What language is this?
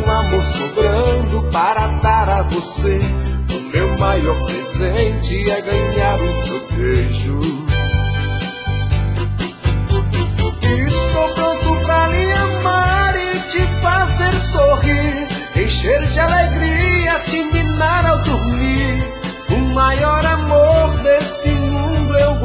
Portuguese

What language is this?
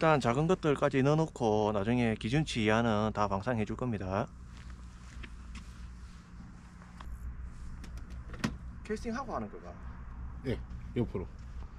Korean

